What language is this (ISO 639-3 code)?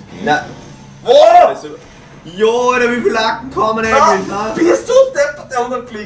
bar